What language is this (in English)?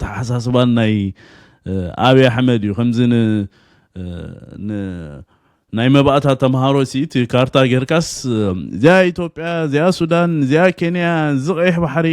Tigrinya